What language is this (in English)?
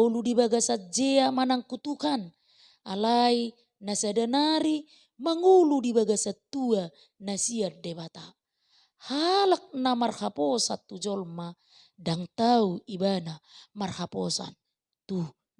Batak Toba